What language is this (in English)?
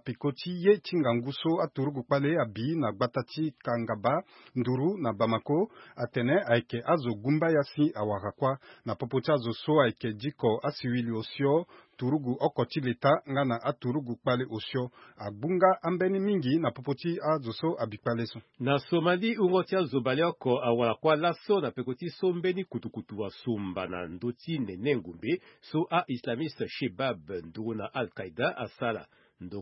Sango